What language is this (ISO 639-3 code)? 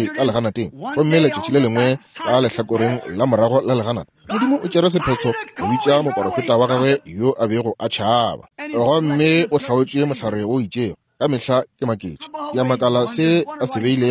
nso